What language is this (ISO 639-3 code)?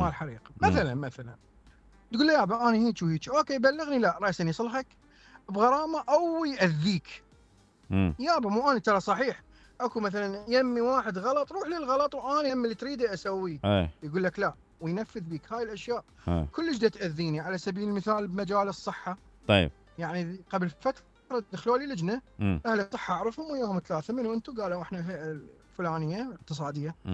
acm